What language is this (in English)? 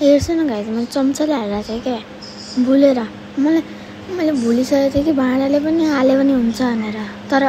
Nepali